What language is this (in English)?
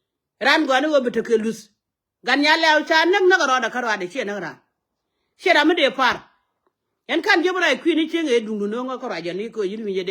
Nuer